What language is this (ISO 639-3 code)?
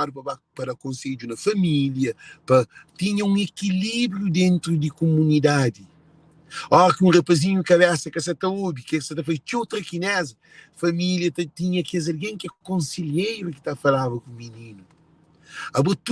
kea